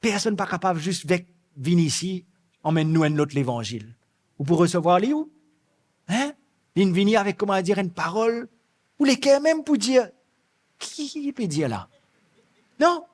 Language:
Morisyen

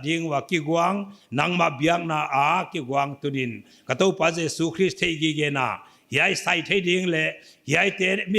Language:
Paite Chin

